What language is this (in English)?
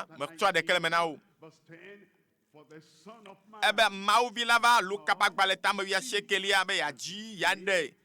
Ewe